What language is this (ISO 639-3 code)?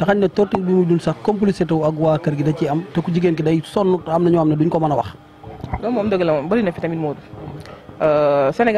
wol